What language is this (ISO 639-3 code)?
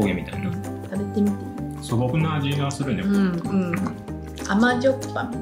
jpn